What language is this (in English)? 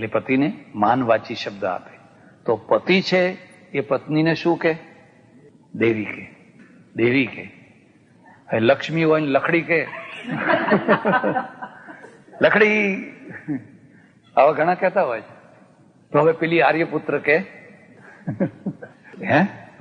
Gujarati